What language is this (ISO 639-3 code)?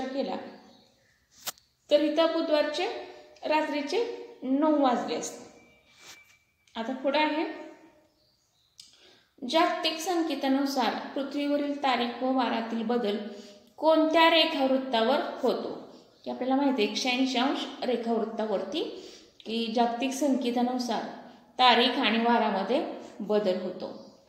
mar